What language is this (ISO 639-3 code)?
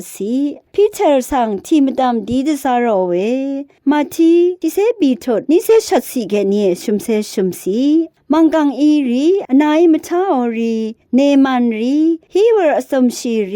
raw